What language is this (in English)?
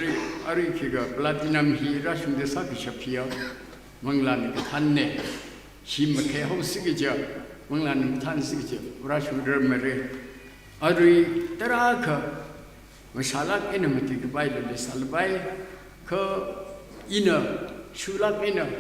Tangkhul Naga (India)